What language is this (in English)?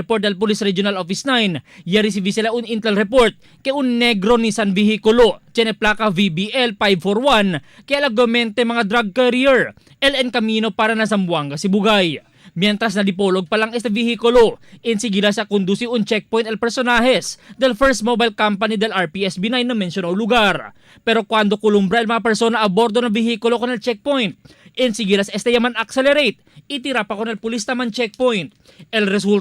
Chavacano